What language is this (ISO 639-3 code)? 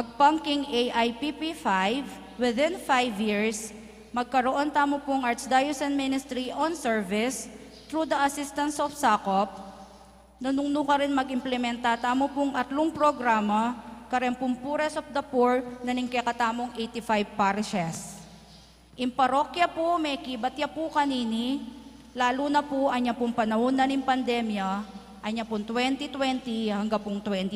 pam